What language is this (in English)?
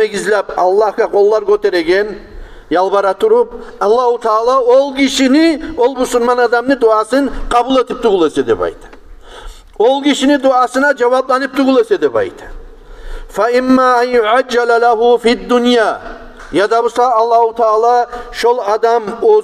Kumyk